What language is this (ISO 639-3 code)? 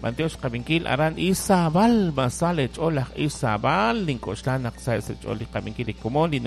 kek